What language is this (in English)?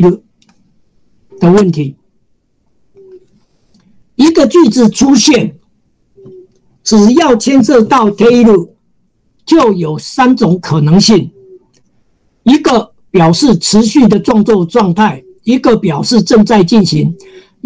Chinese